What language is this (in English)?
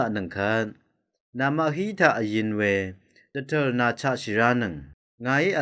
Rawang